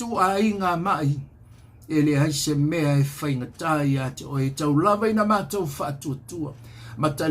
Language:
Samoan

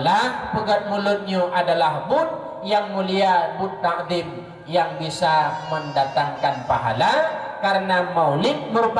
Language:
Achinese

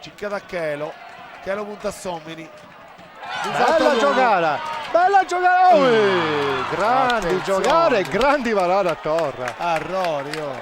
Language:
Sardinian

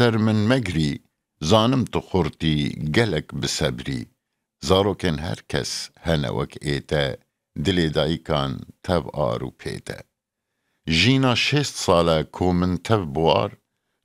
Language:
Kurdish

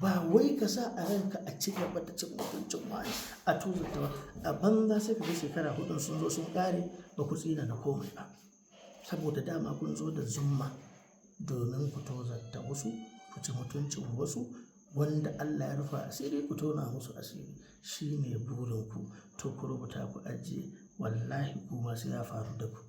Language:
Hausa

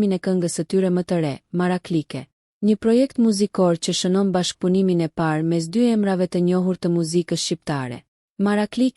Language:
Albanian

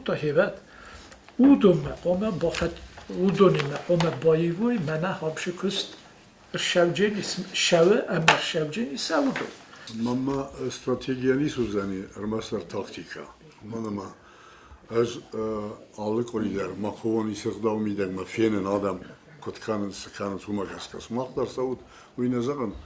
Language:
Ossetic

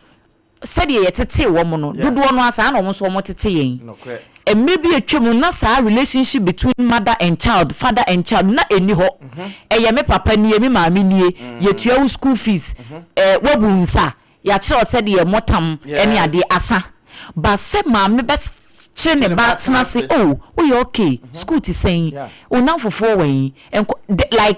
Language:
Akan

